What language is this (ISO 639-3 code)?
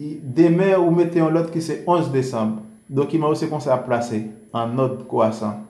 hat